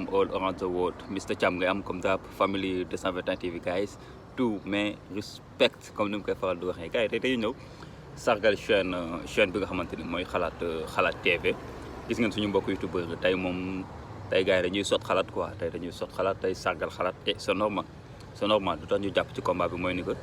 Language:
Wolof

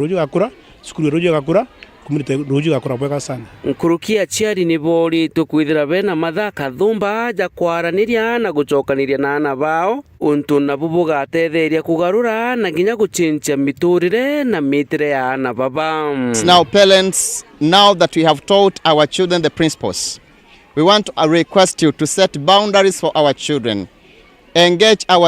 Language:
Meru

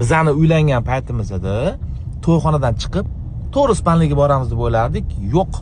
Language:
Uzbek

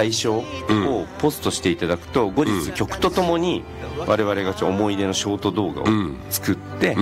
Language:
Japanese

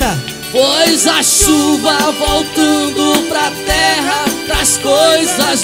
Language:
Portuguese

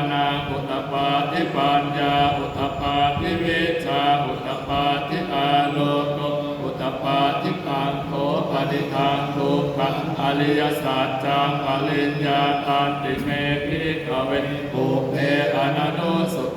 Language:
Pali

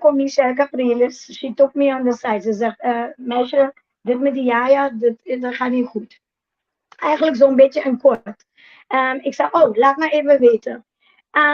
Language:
Papiamento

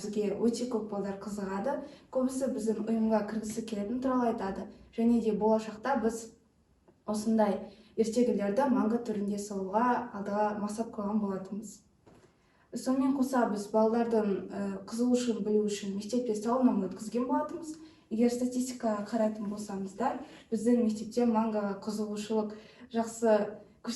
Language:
Kazakh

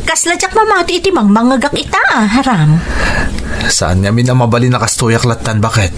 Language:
Iloko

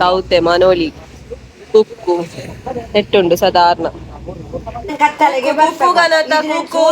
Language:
Tulu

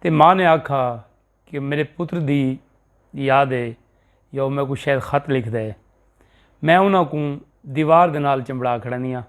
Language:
Saraiki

